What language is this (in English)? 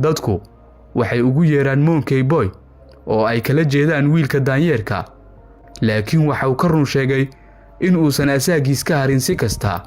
Somali